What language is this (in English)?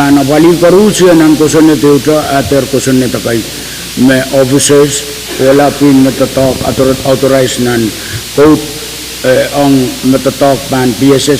Pohnpeian